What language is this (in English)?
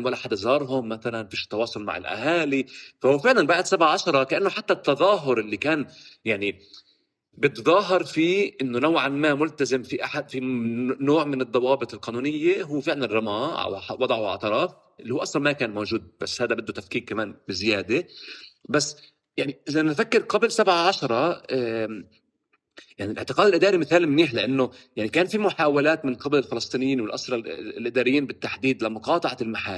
North Levantine Arabic